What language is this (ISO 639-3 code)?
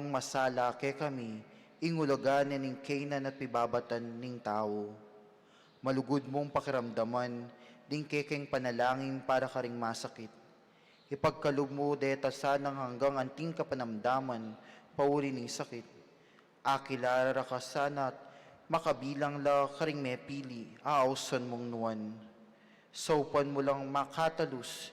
pam